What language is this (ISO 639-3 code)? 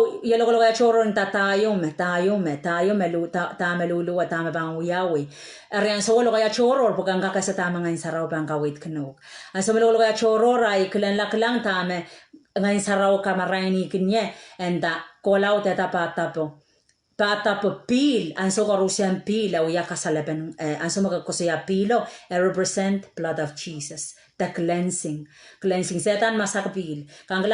pon